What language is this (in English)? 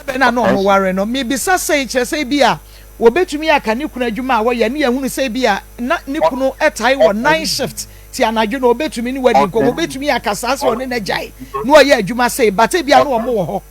Akan